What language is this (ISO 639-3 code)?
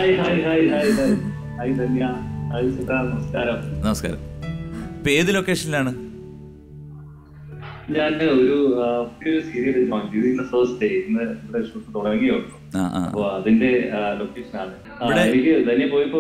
mal